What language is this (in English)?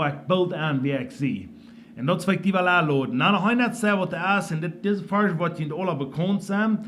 Plautdietsch